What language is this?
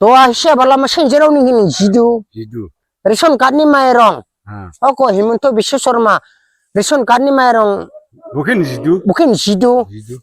Dimasa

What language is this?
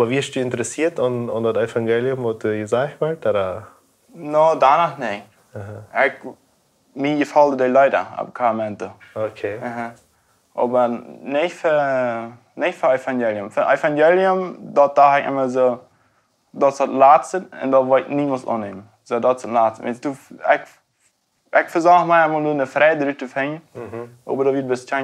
Plautdietsch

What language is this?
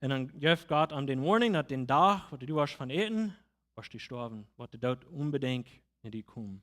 Plautdietsch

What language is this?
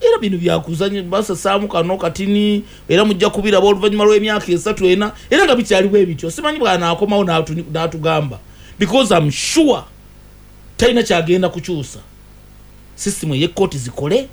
Ganda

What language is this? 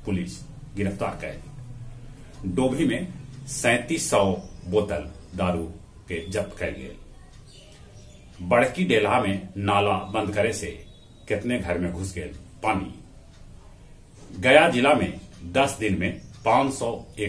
Magahi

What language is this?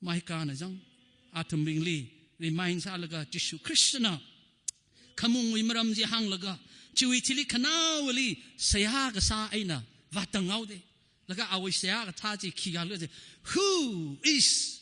Tangkhul Naga (India)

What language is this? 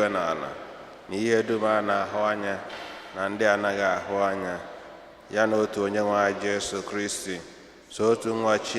Igbo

